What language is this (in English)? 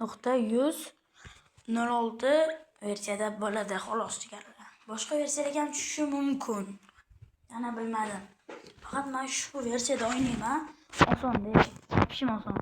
Uzbek